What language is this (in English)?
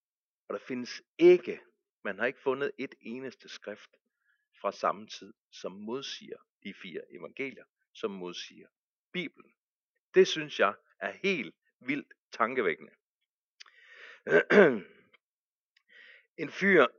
Danish